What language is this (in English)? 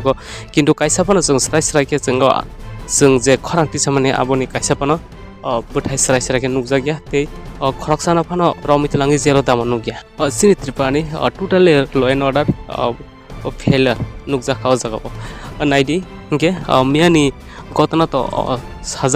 Kok Borok